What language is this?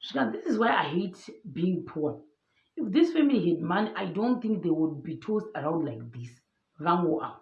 Shona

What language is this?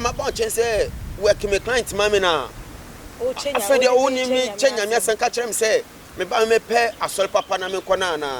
Akan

